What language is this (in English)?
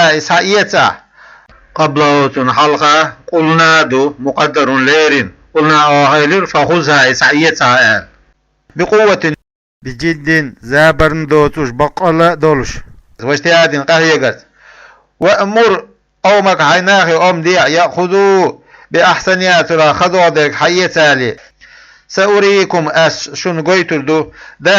Chechen